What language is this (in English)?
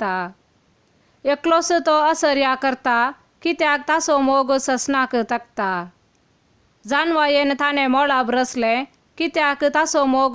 Konkani